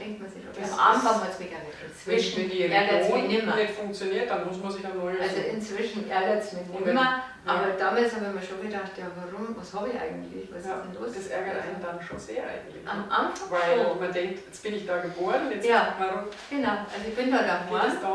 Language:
Bavarian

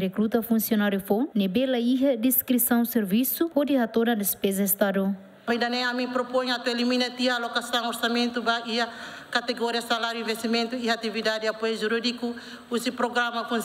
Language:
Tetum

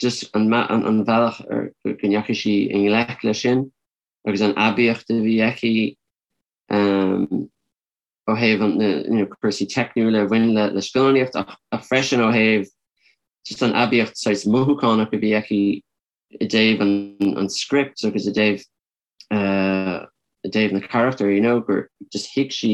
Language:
Irish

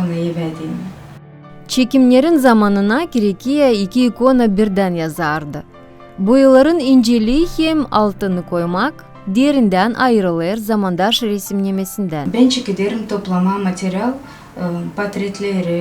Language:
Gagauz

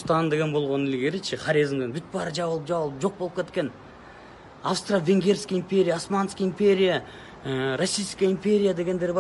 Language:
Kyrgyz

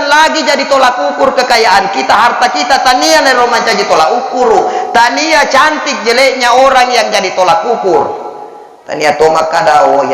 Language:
Buginese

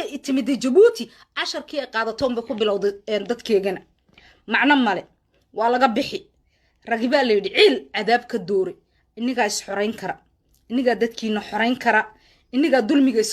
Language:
Somali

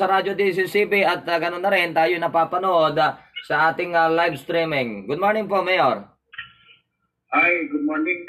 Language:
Filipino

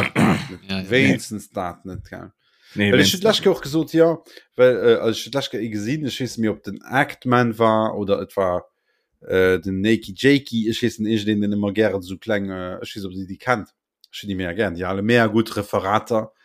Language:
Luxembourgish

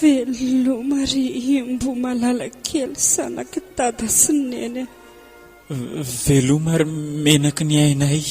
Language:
Malagasy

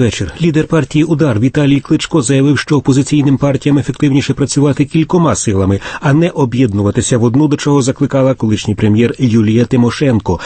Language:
Ukrainian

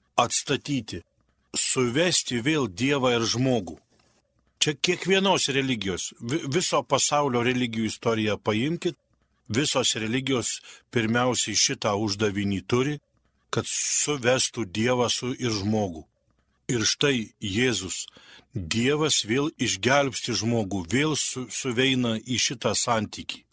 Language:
Lithuanian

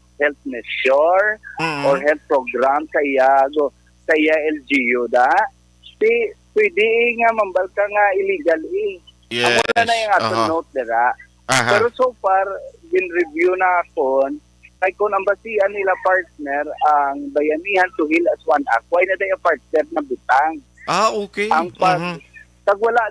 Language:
Hiligaynon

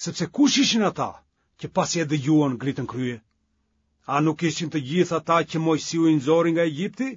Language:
Albanian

